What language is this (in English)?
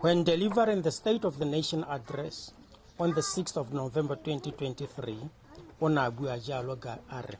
Tswana